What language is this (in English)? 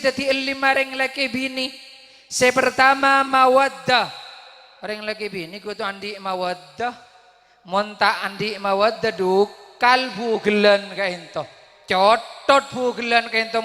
Madurese